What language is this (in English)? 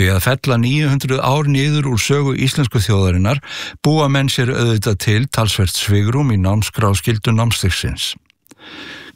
Icelandic